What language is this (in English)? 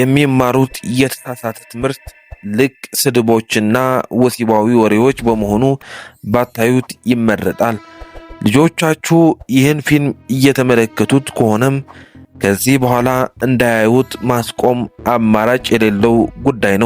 Amharic